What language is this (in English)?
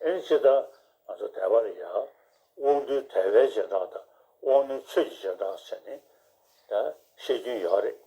Tibetan